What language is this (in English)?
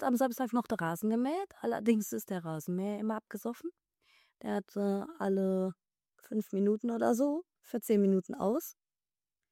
German